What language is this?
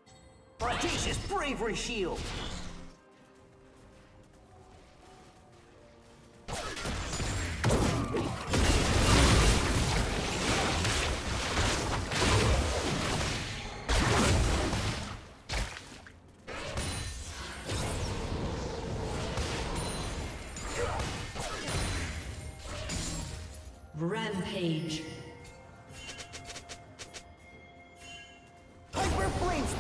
English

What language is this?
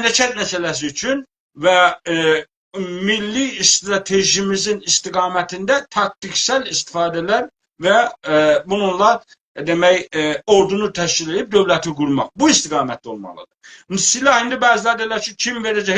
South Azerbaijani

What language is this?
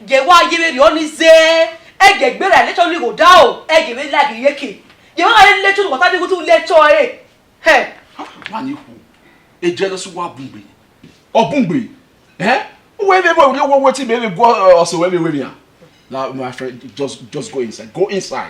Bini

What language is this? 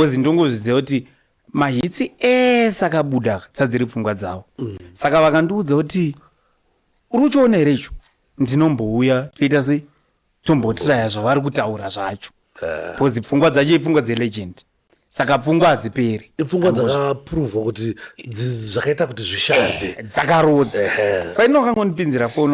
Shona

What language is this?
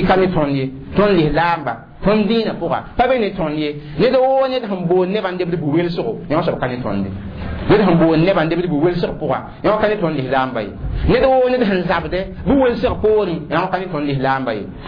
Mossi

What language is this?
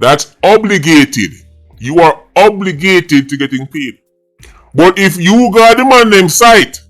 Jamaican Creole English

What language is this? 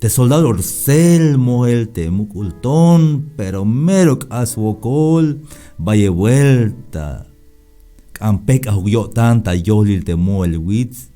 Tzeltal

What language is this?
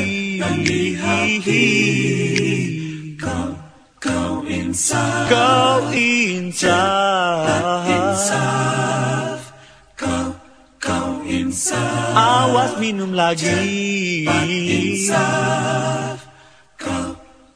Indonesian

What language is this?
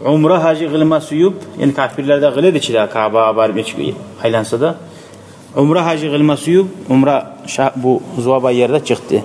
Kumyk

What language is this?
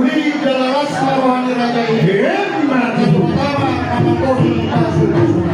Batak Toba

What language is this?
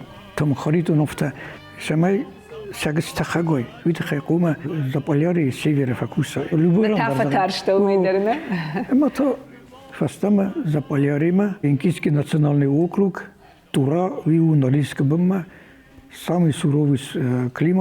Ossetic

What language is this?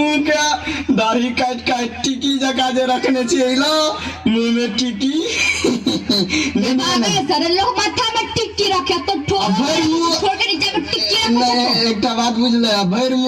Maithili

